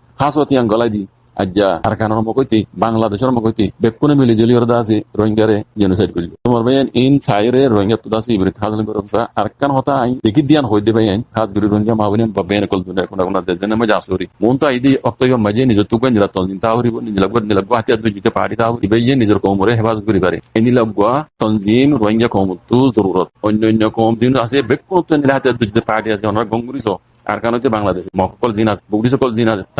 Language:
Rohingya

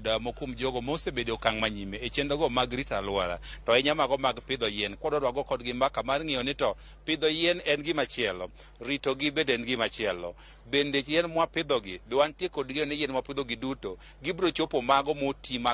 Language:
Luo (Kenya and Tanzania)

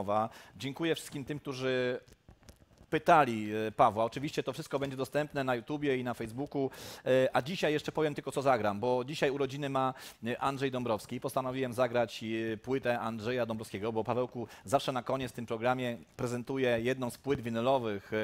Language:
Polish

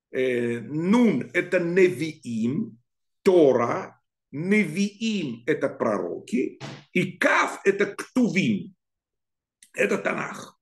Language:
Russian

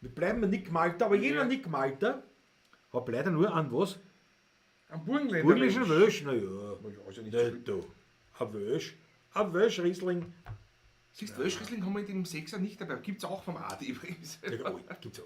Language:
Bavarian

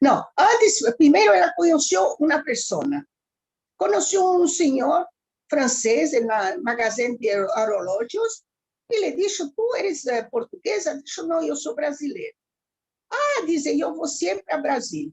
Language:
Ladino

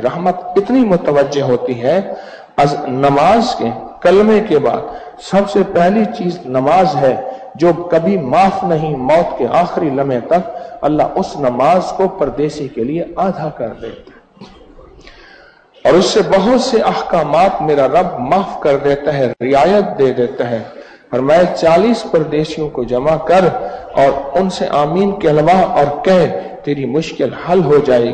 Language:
Urdu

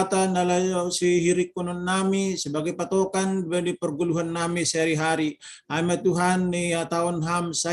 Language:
Batak Simalungun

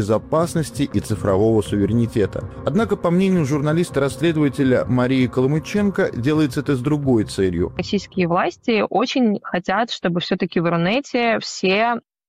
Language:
Russian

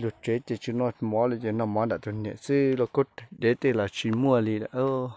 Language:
Hmong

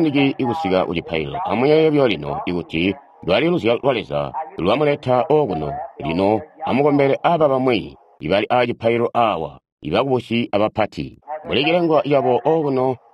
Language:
Tonga (Zambia)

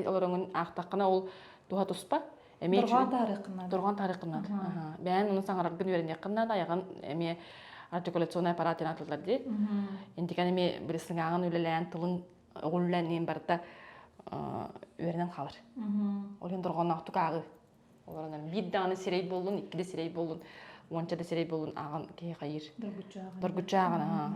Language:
Yakut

